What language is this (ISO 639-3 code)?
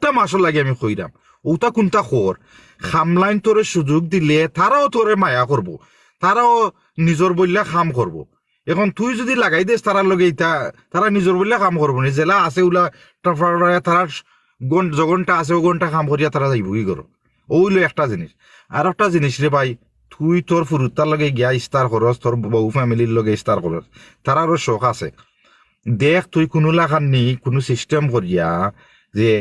syl